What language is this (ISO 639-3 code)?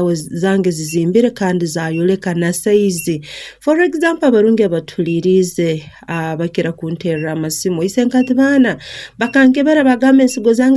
nyn